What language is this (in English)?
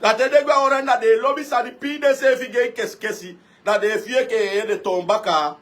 Sranan Tongo